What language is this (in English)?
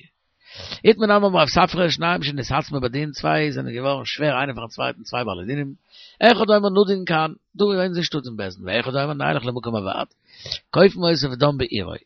Yiddish